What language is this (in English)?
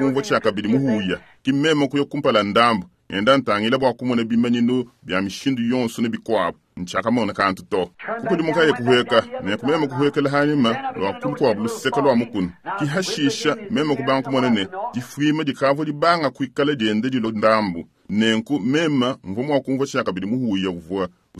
Luba-Lulua